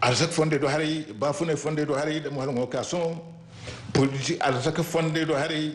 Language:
Zarma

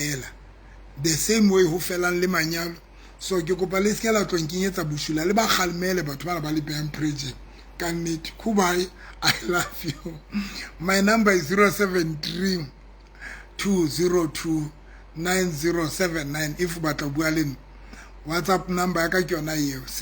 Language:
Southern Sotho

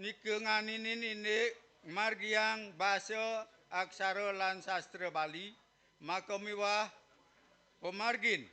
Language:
Balinese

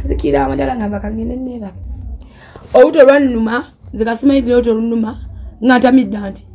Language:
Ganda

